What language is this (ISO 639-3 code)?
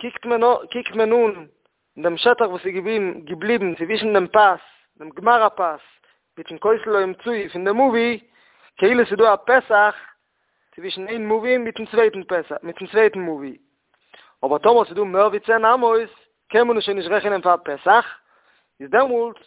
yid